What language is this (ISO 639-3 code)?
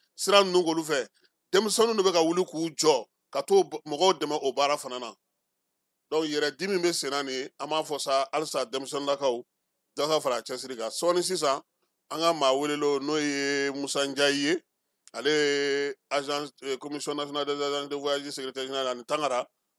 bam